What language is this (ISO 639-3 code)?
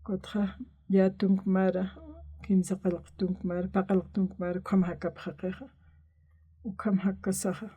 aym